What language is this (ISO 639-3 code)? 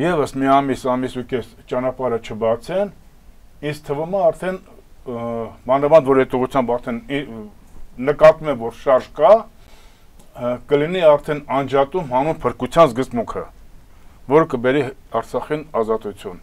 hye